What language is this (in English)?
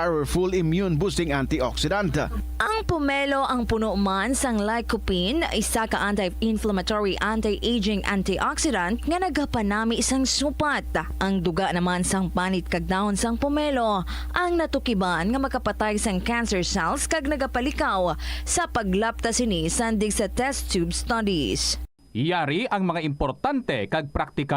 Hiligaynon